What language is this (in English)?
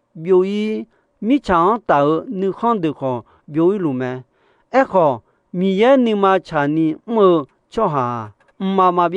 Akha